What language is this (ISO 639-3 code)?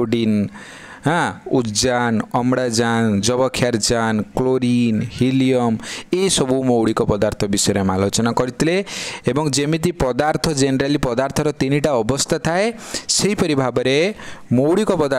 ori